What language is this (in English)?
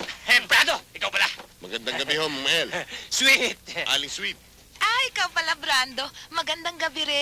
Filipino